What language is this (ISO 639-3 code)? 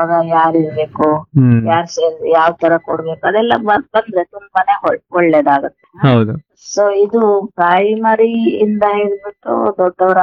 kan